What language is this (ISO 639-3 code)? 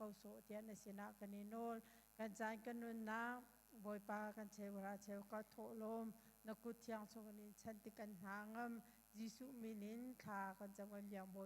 cnh